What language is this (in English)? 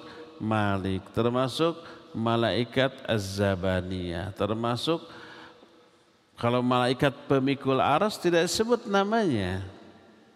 Indonesian